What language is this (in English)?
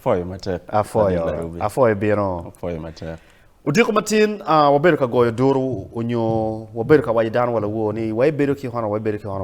Acoli